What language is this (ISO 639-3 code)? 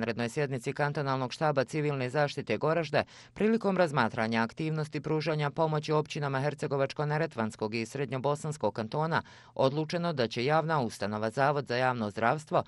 bos